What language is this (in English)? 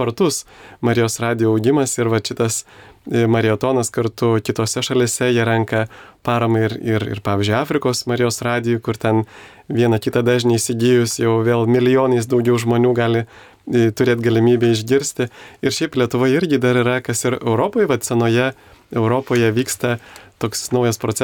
Lithuanian